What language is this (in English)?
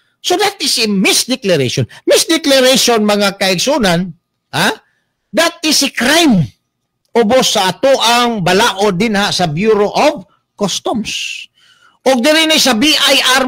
Cebuano